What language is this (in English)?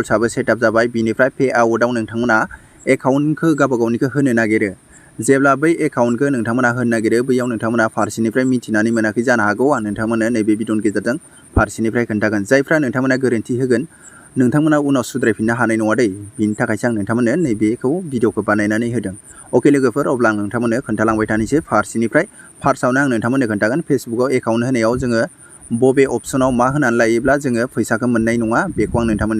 Bodo